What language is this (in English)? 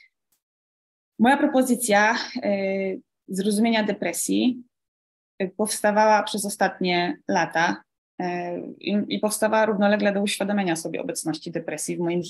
Polish